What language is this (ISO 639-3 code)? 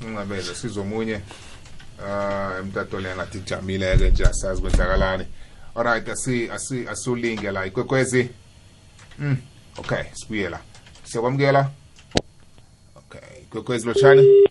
nbl